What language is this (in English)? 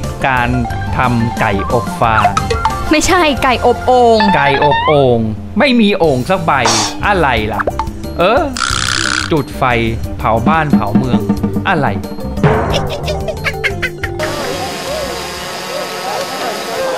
Thai